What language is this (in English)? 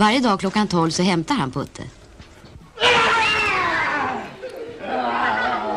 Swedish